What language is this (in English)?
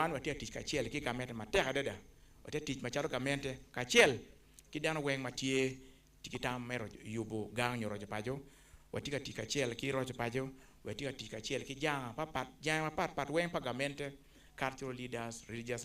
Acoli